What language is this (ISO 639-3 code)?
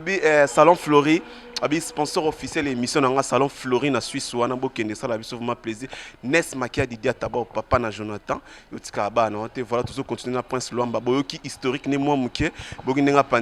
lin